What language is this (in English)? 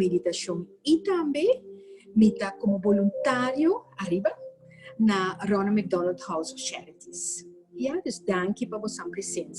Papiamento